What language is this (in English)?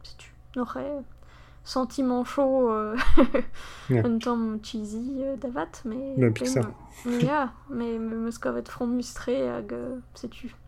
Breton